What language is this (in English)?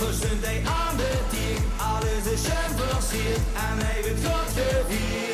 Limburgish